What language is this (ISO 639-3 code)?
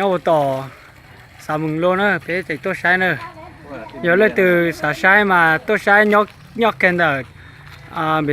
hmn